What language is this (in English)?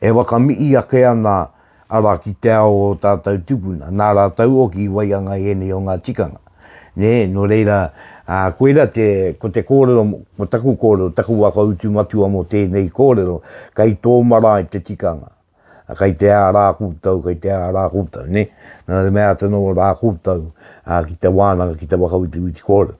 Māori